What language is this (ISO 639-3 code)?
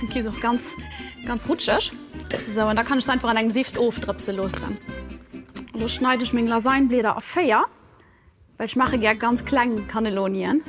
ltz